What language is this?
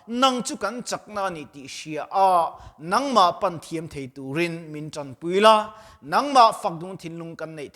Mizo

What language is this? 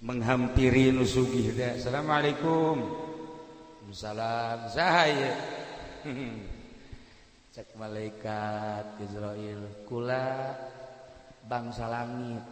Sundanese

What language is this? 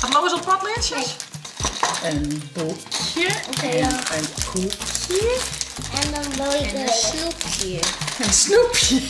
Western Frisian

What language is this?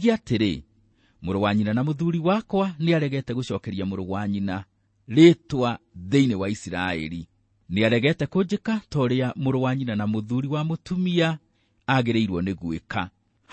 Kikuyu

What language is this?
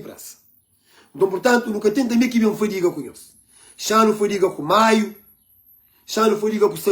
Kabuverdianu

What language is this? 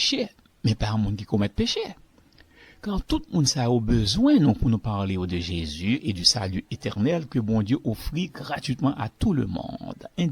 Haitian Creole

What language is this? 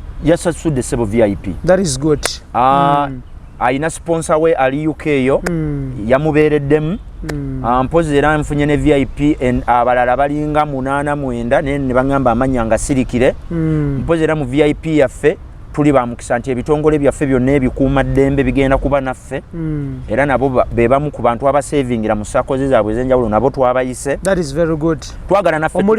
Ganda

